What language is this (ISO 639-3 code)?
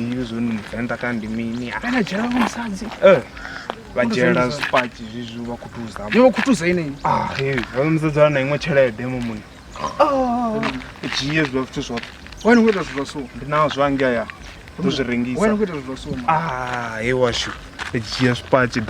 ven